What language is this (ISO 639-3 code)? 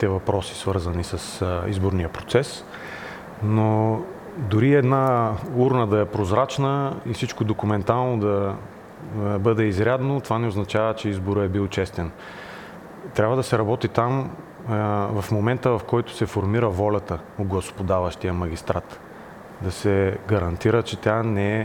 bul